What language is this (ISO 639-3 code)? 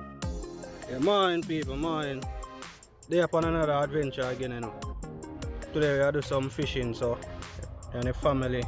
jam